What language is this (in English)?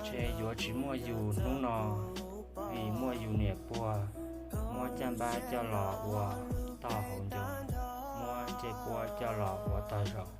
Hmong